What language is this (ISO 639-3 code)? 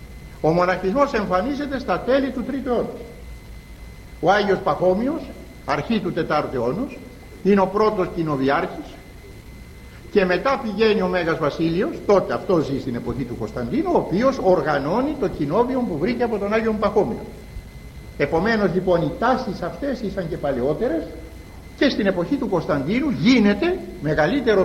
ell